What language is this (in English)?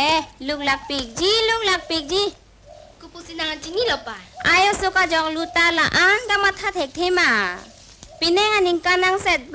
Karbi